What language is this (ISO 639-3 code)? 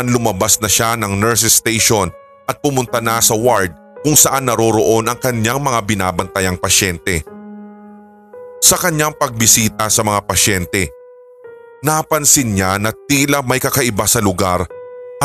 fil